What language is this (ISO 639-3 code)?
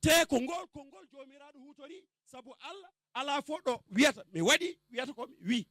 ful